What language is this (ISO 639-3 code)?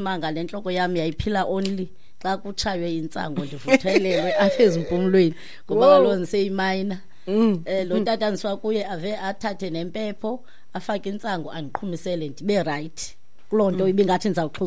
xho